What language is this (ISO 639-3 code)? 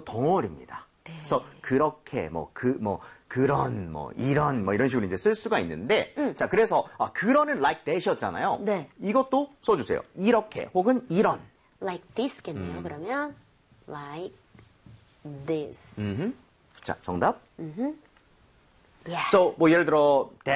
kor